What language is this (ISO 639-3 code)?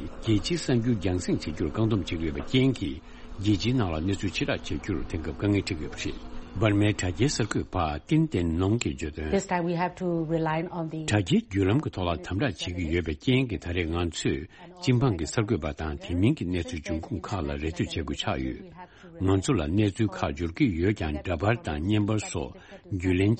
bod